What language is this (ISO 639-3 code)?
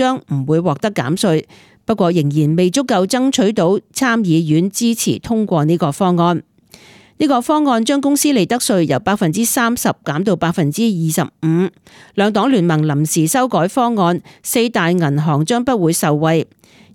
yue